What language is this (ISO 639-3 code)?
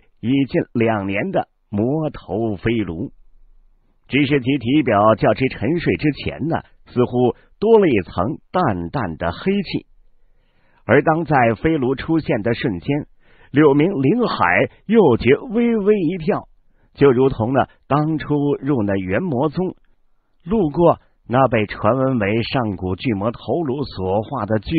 zho